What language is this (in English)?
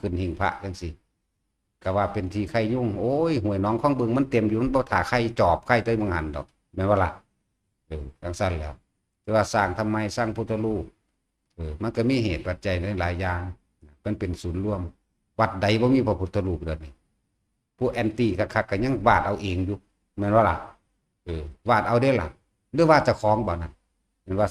Northeastern Thai